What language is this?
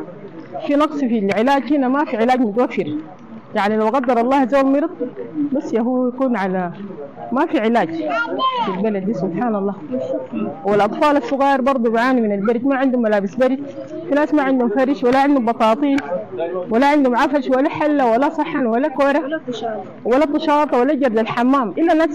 Sudanese Arabic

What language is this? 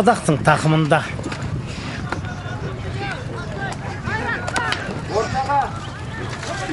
Kazakh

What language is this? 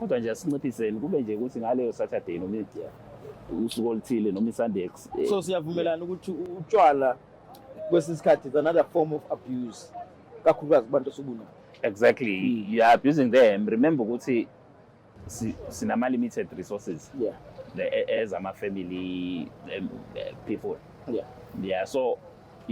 Zulu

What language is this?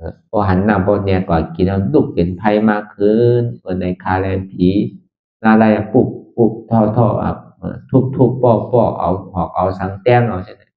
Shan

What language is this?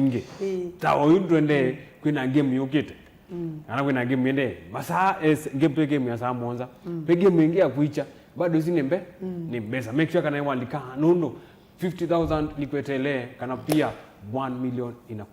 Kamba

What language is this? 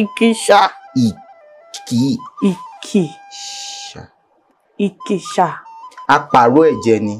Yoruba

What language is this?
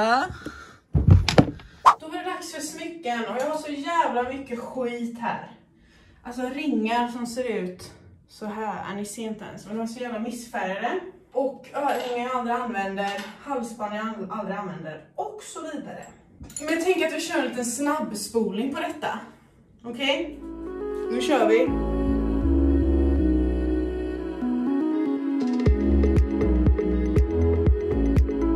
Swedish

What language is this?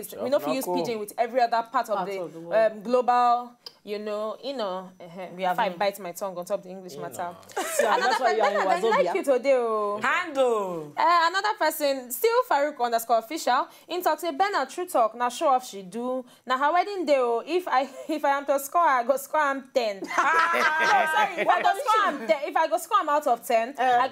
Nigerian Pidgin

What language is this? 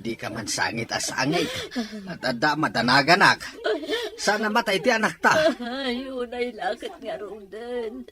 Iloko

